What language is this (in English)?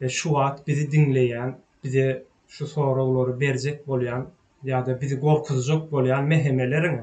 Turkmen